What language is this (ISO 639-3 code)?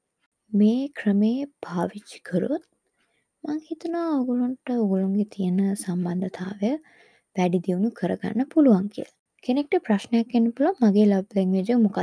sin